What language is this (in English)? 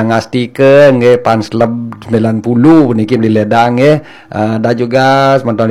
Balinese